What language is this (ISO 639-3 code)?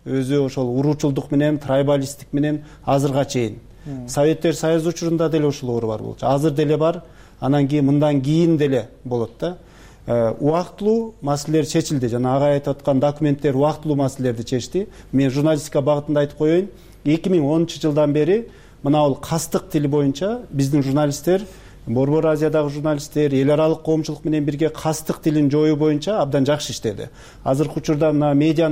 kir